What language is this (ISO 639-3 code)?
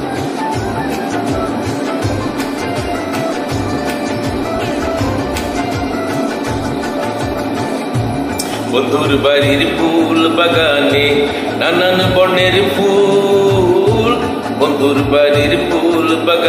ben